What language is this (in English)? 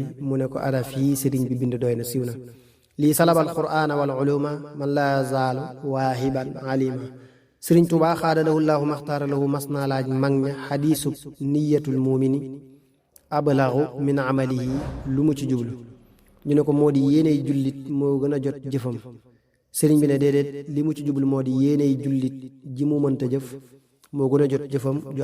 Wolof